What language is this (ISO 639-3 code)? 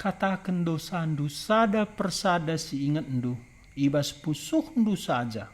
btx